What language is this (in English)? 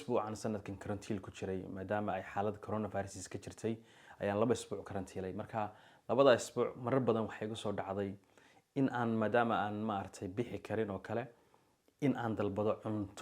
Somali